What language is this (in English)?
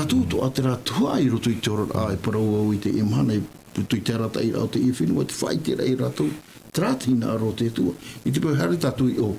Tahitian